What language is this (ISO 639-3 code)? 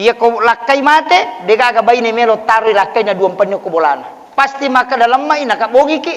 bug